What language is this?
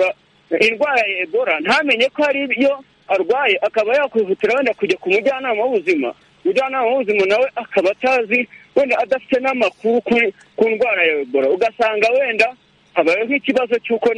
Kinyarwanda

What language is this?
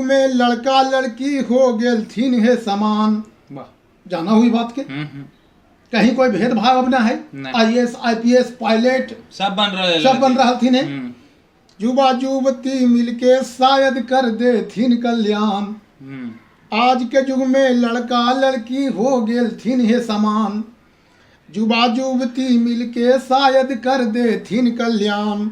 Magahi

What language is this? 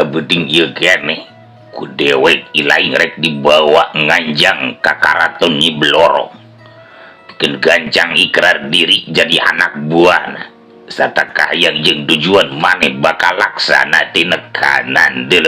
Sundanese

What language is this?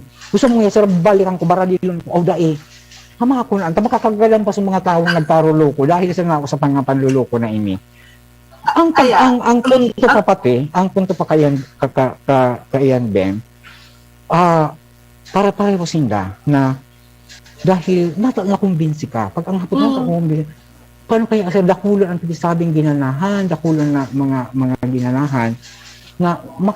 Bikol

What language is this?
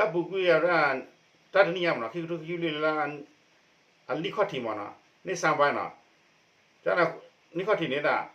S'gaw Karen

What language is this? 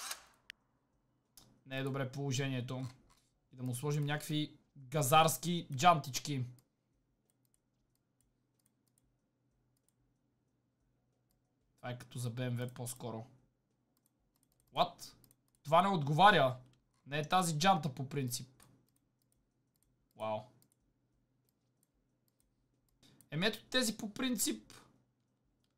Bulgarian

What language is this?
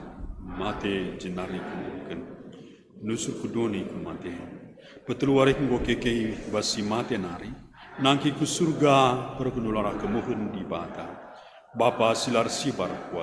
Batak Karo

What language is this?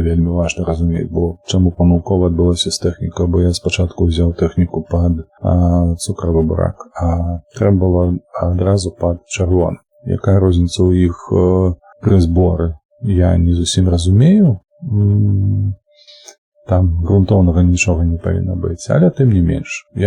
Belarusian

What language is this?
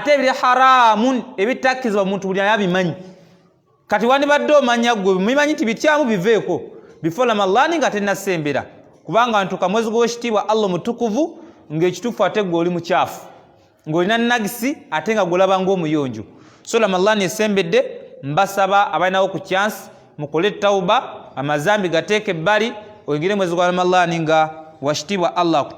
Ganda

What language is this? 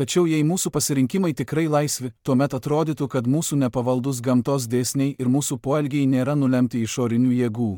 Lithuanian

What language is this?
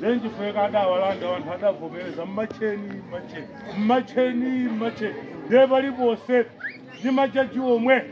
Nyanja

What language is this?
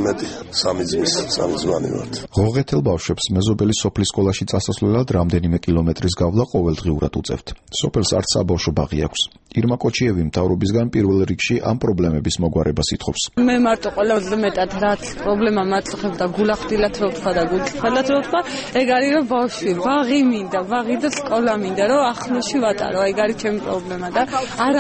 Georgian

